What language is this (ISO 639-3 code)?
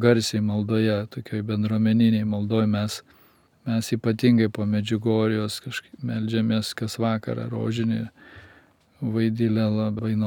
lit